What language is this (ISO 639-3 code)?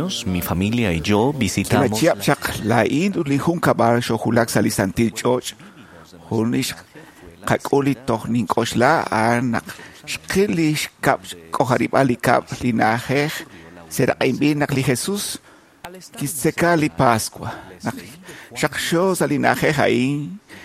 kek